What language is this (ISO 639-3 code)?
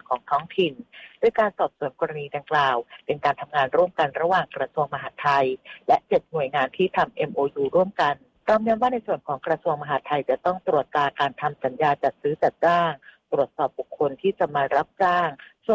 tha